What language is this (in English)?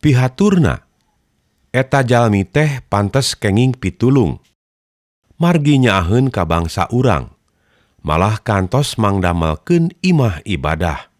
Sundanese